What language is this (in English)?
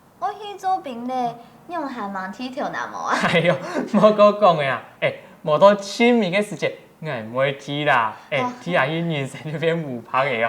Hakka Chinese